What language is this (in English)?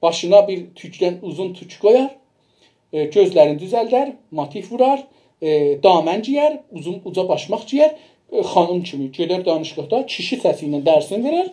South Azerbaijani